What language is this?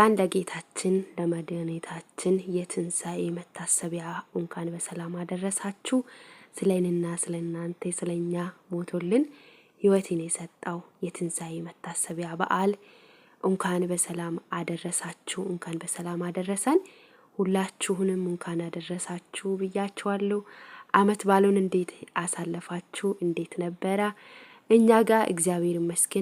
Amharic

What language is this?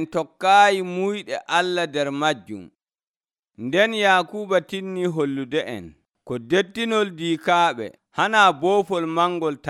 Nigerian Fulfulde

